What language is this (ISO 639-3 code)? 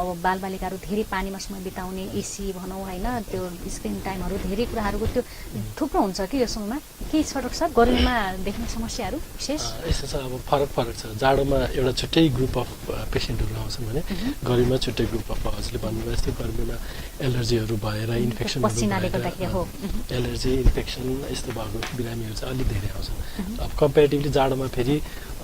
nep